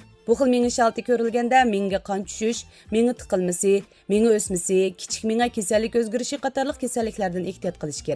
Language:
Uyghur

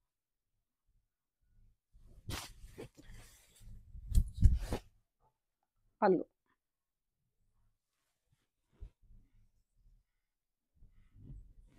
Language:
Telugu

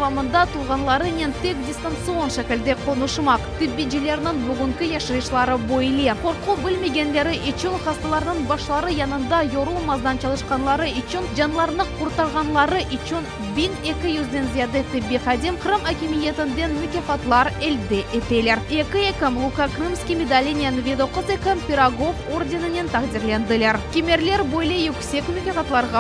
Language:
Crimean Tatar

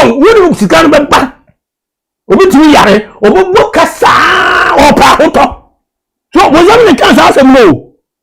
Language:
Akan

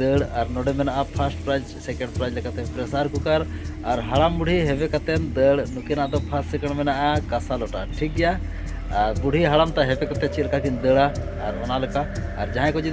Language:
Santali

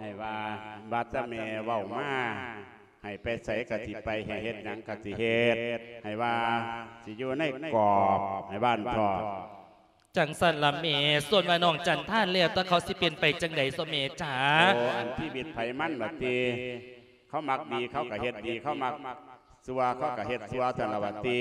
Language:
Lao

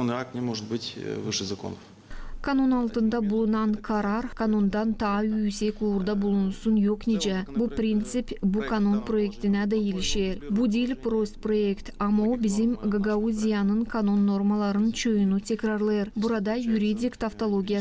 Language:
Gagauz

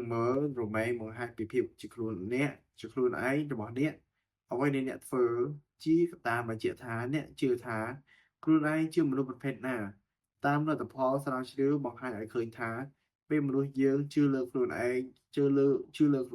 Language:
Khmer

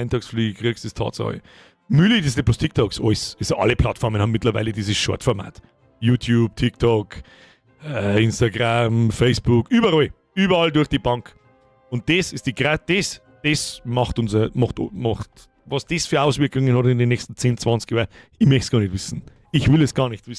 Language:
Bavarian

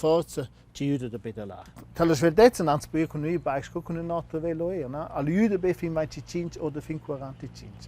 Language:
Romansh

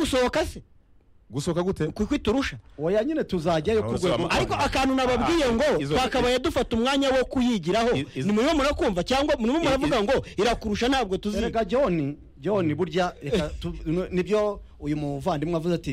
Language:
Kinyarwanda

